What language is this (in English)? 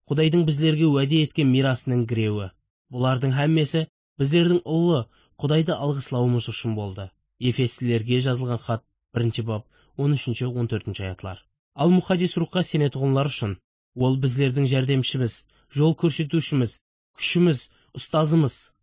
Kara-Kalpak